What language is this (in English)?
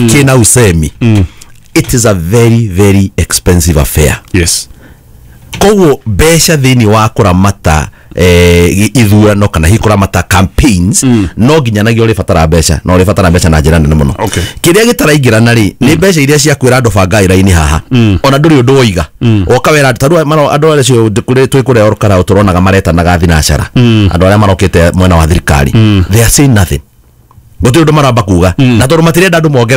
Kikuyu